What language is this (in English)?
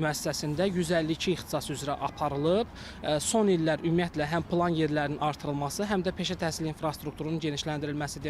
Azerbaijani